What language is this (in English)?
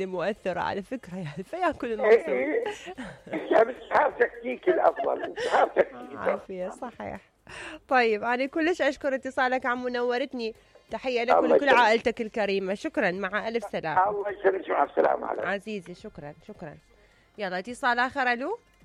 Mesopotamian Arabic